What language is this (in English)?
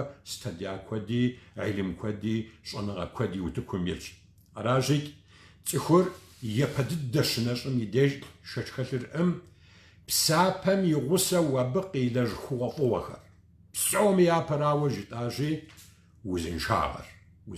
Kabardian